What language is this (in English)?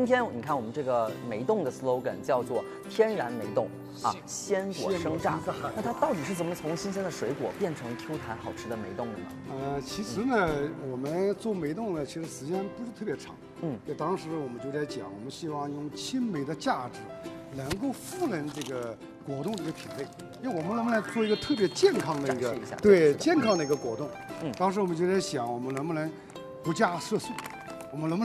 Chinese